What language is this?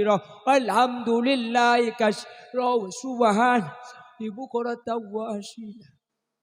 Madurese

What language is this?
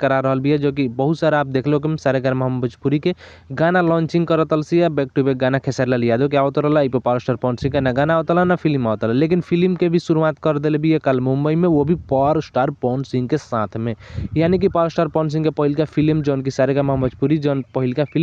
Bhojpuri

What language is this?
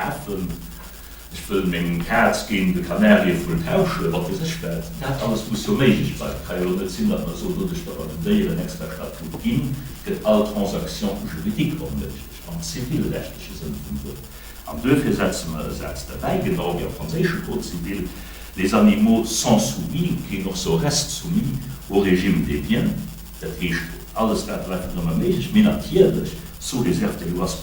Luxembourgish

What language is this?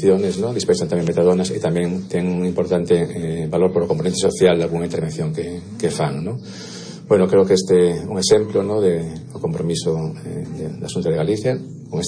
Galician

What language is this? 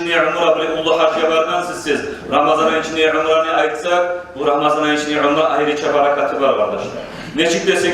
Kumyk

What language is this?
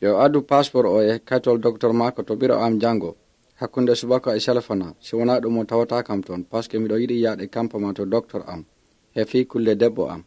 Pular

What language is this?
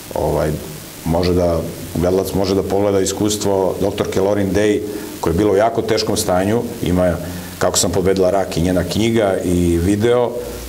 Serbian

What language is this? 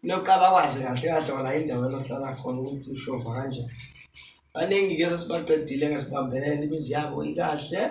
Zulu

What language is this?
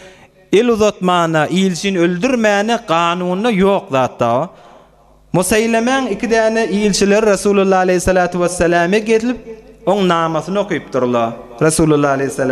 Turkmen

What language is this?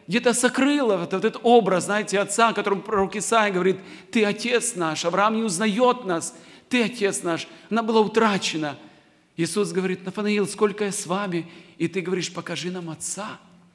Russian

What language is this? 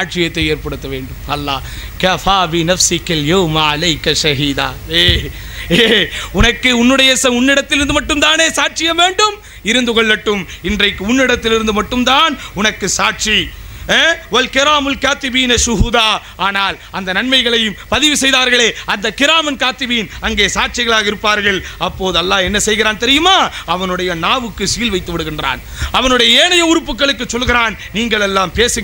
Tamil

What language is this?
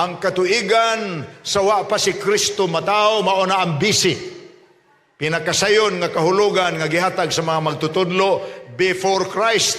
Cebuano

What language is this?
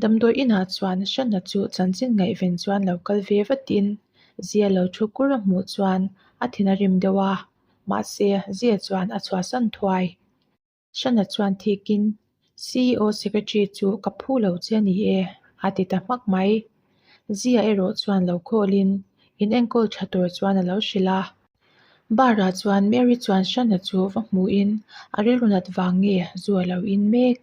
Mizo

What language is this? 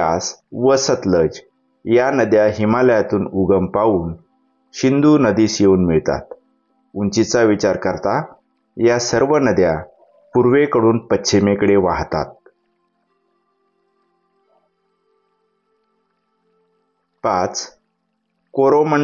Marathi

